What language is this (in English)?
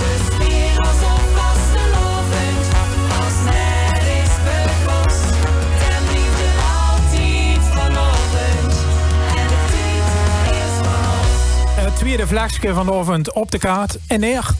Limburgish